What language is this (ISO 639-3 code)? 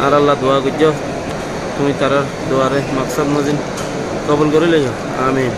rhg